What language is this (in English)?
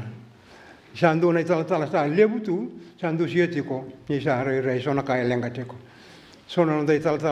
Fijian